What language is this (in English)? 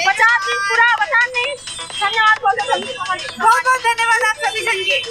Chhattisgarhi